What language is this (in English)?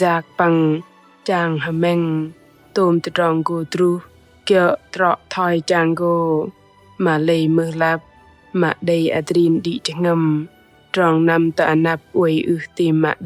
Bahnar